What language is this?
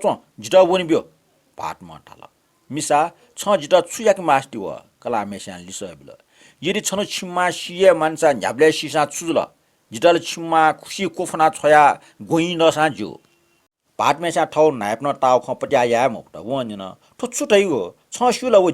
Newari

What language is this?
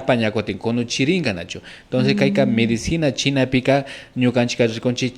Imbabura Highland Quichua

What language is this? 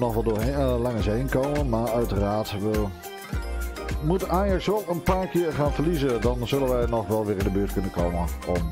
Dutch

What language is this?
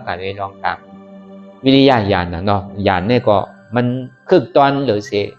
Shan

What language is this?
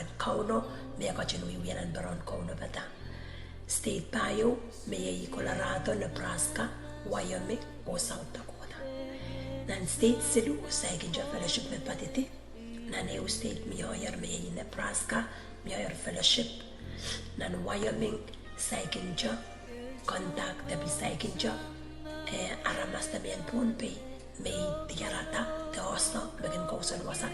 Pohnpeian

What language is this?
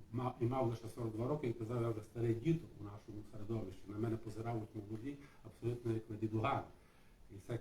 Rusyn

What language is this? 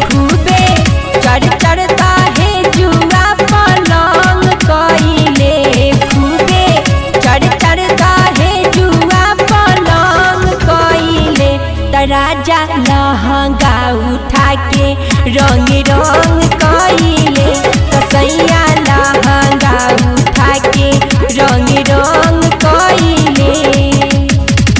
Bhojpuri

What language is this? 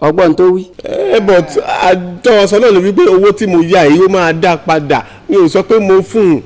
Yoruba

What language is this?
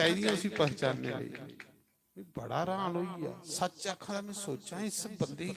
Dogri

